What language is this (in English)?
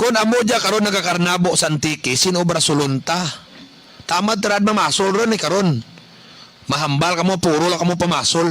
Kinaray-a